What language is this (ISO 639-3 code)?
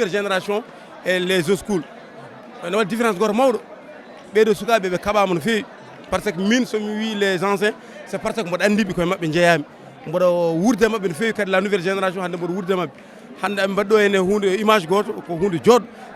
ful